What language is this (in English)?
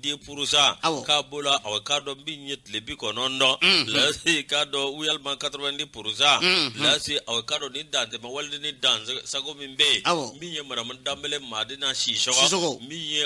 Bambara